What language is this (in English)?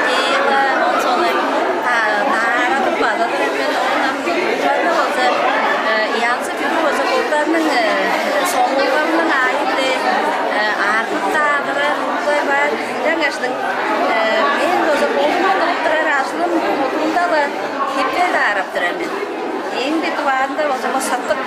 Tuvinian